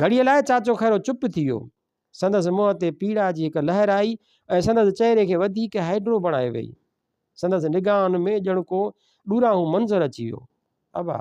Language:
Sindhi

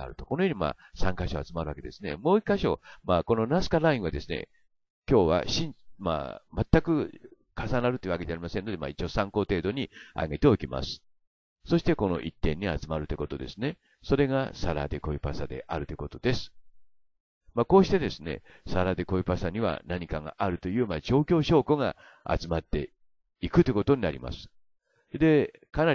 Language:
Japanese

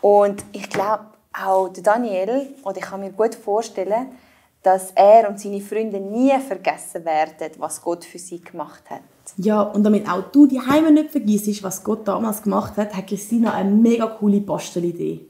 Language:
Swiss German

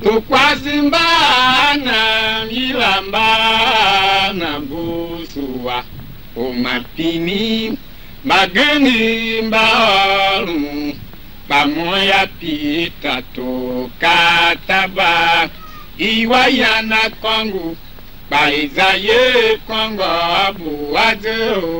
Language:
Tiv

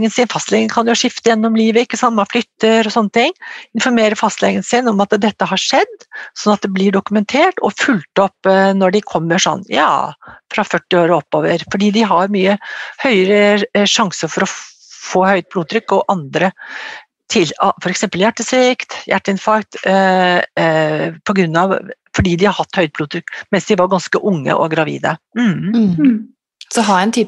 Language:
Norwegian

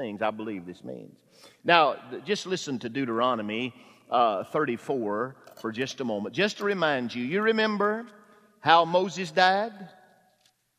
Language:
English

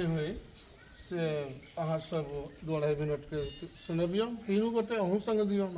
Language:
Maithili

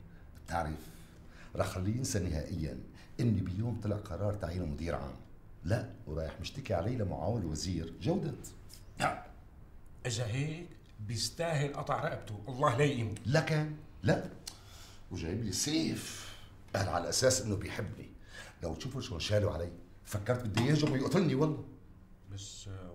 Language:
North Levantine Arabic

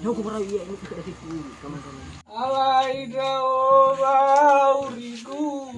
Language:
Nias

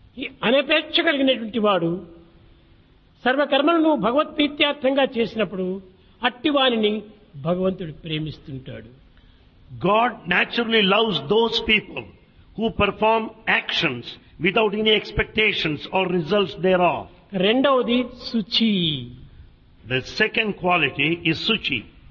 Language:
Telugu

